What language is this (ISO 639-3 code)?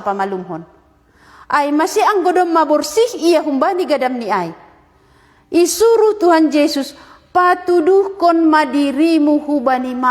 bts